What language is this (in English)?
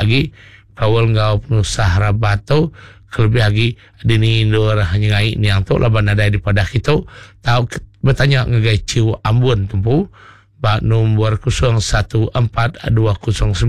Iban